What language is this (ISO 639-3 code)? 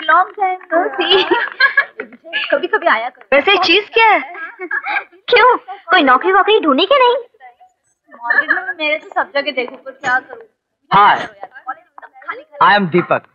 hin